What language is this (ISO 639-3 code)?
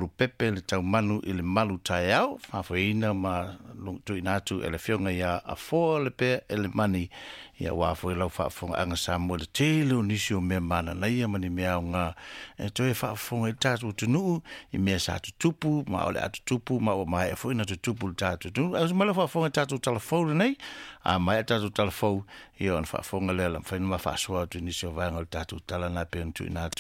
smo